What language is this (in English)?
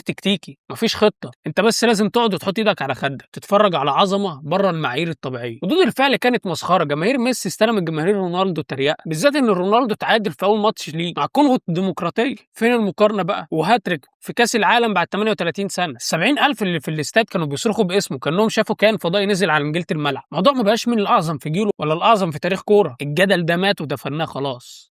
Egyptian Arabic